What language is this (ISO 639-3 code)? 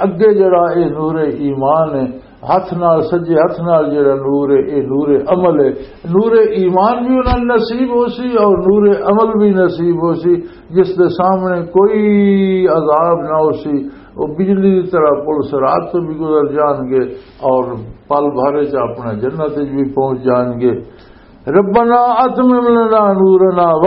lah